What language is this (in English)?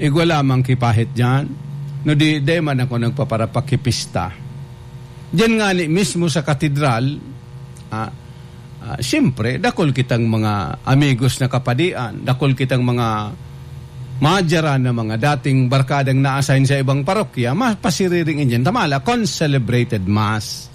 Bikol